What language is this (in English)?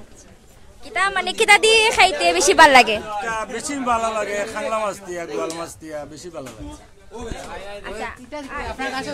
Sylheti